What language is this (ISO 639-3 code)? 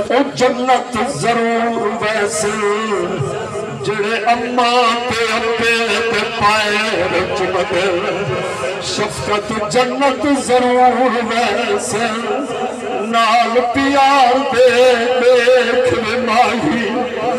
skr